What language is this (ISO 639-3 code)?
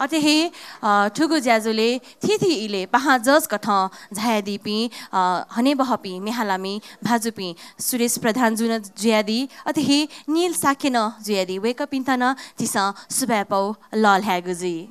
new